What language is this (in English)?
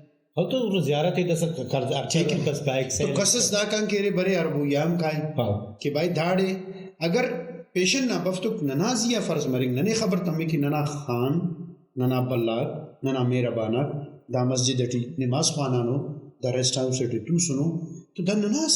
Brahui